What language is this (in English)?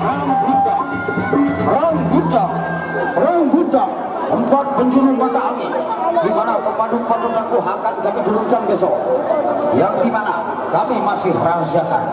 Sasak